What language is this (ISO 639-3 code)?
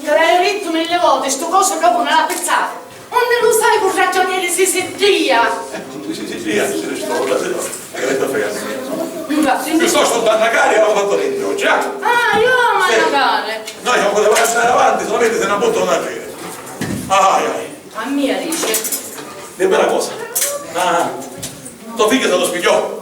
scn